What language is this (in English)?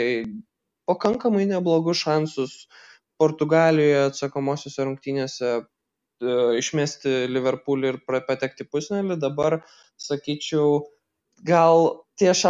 Lithuanian